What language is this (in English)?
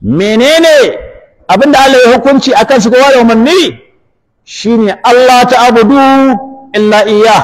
Hausa